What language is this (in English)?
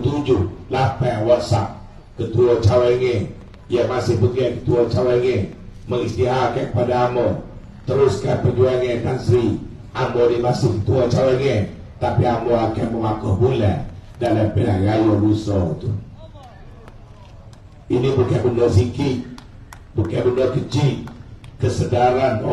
Malay